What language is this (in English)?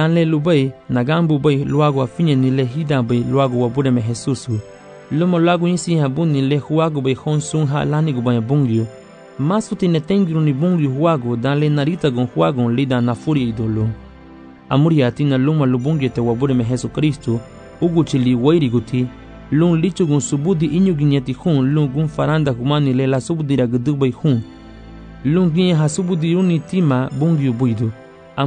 Garifuna